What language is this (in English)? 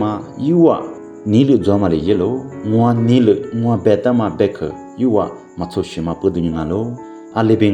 Lisu